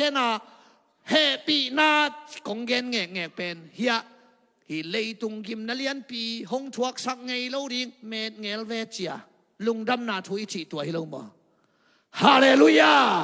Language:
Tedim Chin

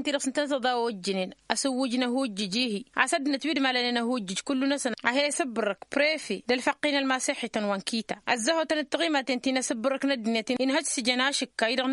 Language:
Tamasheq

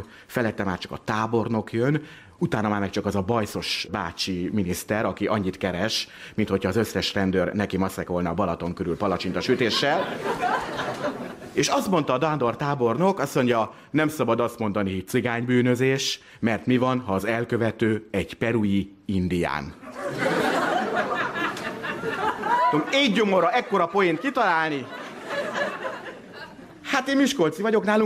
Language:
Hungarian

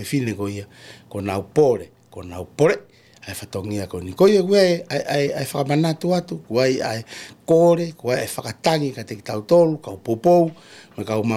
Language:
Tongan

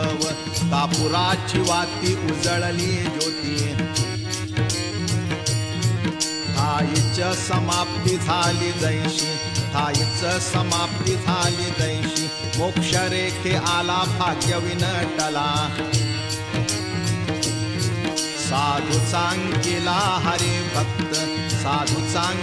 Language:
Marathi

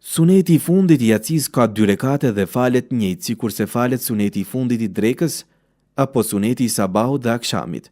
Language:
Albanian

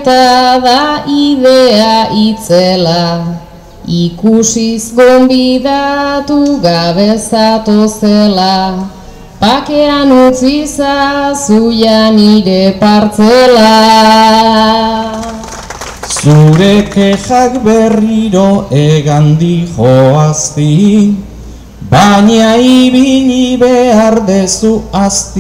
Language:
Basque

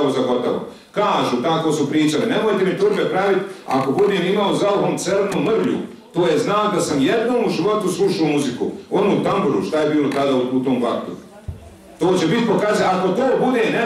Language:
Bosnian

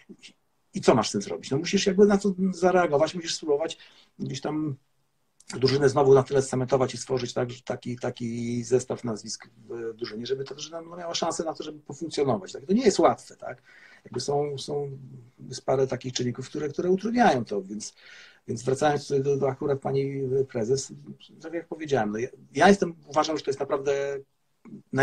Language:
Polish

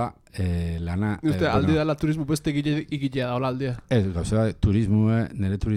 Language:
Basque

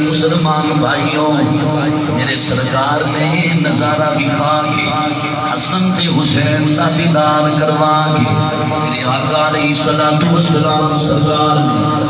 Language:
Saraiki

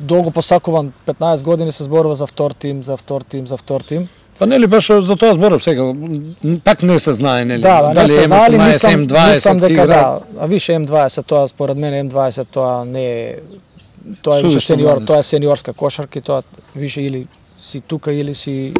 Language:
Macedonian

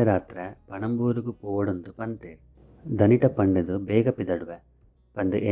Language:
Tulu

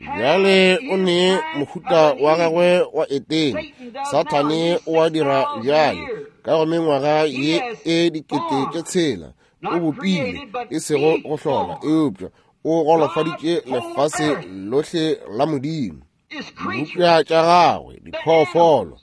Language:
Northern Sotho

